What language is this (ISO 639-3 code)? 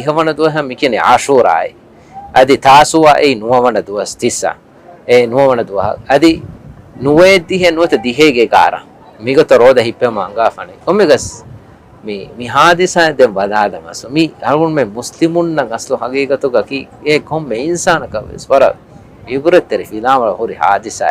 div